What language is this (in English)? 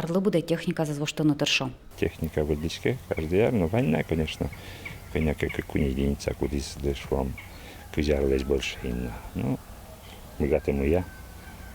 Udmurt